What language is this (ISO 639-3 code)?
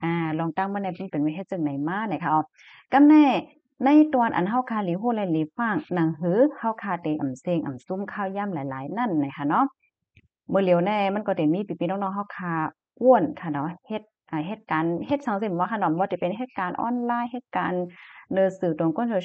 shn